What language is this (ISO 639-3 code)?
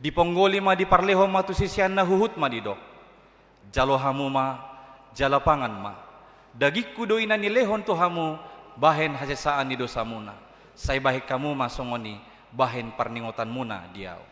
bbc